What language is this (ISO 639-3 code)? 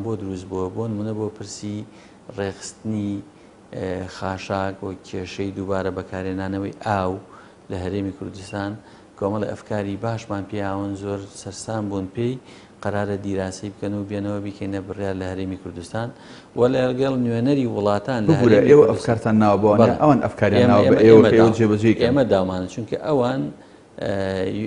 ckb